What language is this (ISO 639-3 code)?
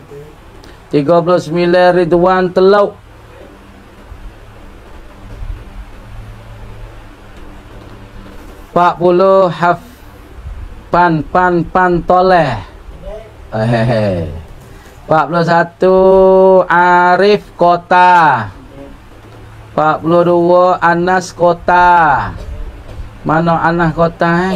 mfa